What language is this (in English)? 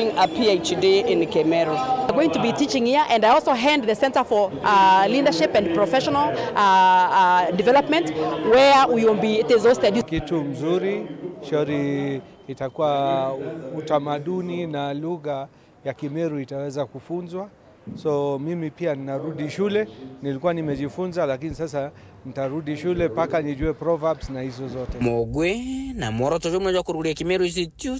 Meru